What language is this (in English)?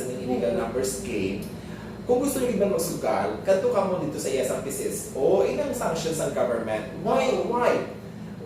Hiligaynon